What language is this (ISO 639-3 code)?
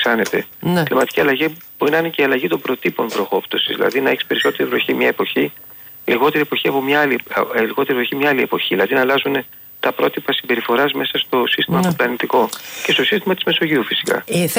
ell